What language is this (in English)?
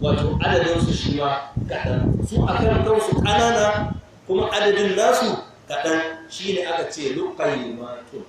Hausa